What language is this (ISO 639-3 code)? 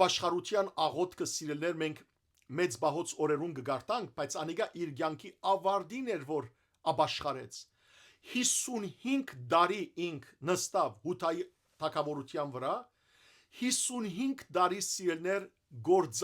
hyw